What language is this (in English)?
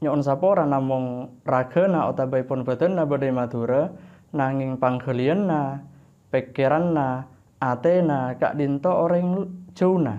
Madurese